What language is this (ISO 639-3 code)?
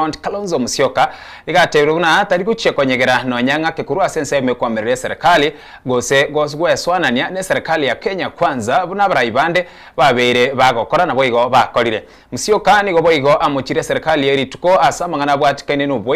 guz